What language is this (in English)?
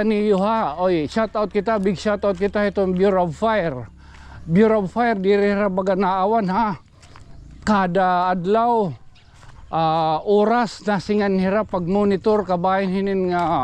Waray